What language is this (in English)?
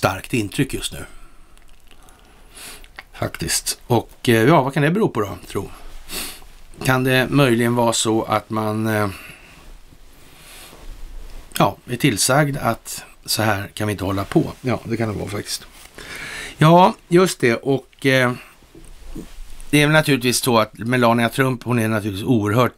Swedish